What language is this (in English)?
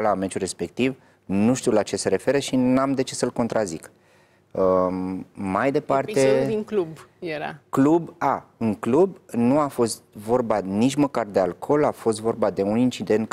Romanian